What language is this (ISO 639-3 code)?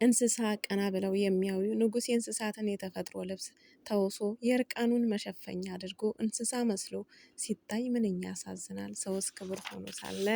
amh